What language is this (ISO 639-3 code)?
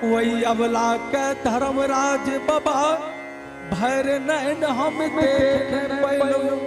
anp